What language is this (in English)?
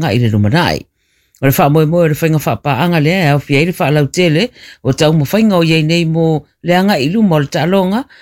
Samoan